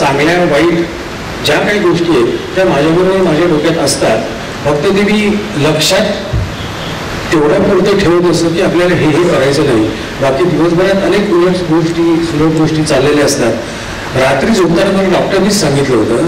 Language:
Marathi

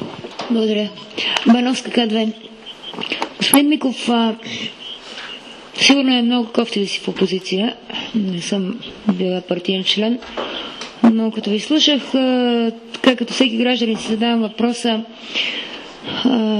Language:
Bulgarian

